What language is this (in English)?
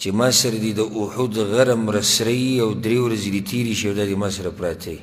Pashto